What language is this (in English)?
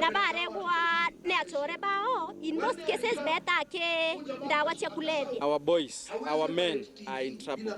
Meru